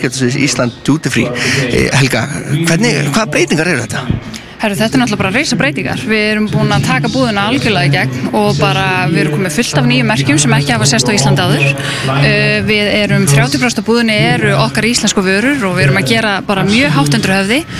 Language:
Icelandic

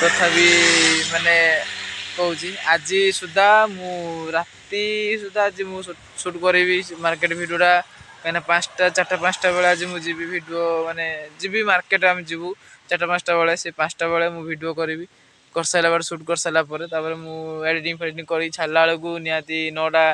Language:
Odia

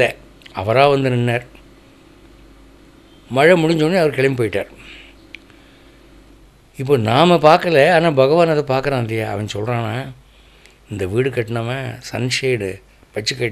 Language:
Tamil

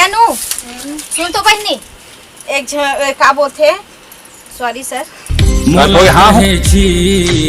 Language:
Chhattisgarhi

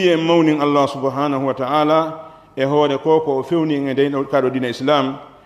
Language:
Pular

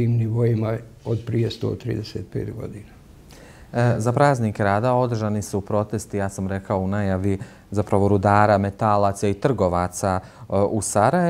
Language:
Bosnian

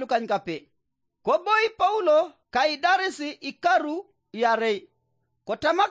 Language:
Teso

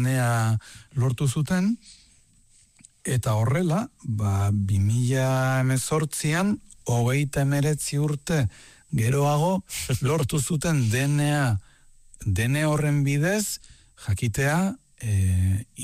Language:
Basque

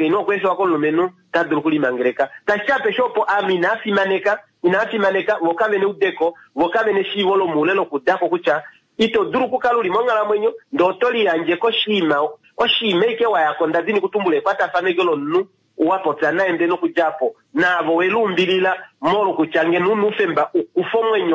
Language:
Kuanyama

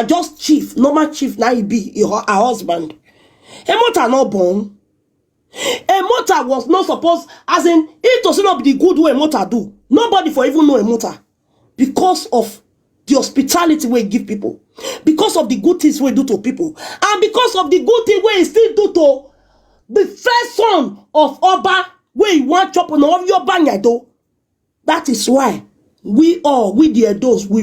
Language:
Nigerian Pidgin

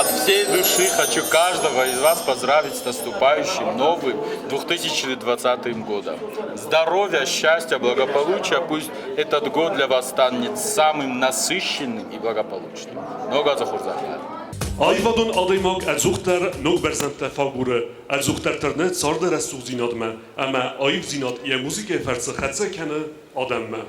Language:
Ossetic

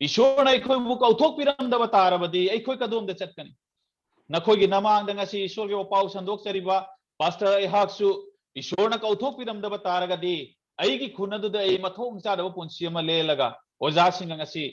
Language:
Manipuri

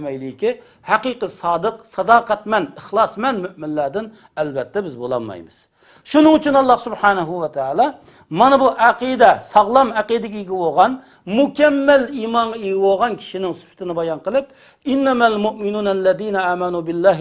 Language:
Uyghur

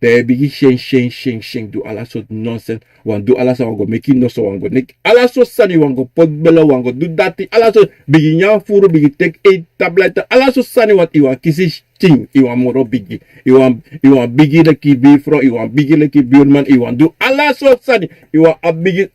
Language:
Sranan Tongo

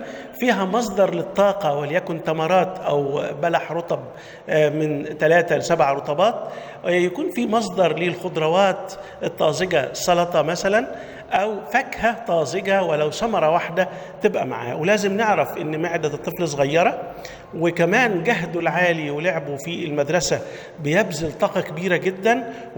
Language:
Egyptian Arabic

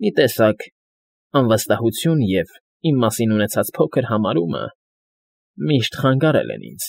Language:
Armenian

